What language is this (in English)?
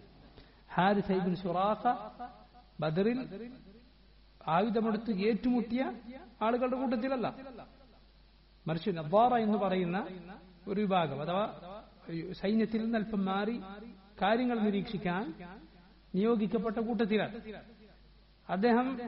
Malayalam